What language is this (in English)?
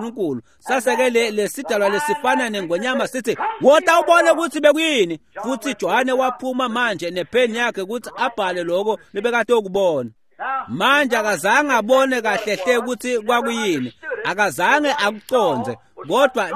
Swati